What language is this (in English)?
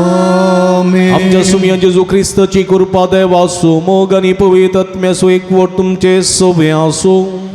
Konkani